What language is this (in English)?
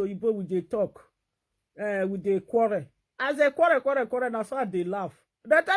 Nigerian Pidgin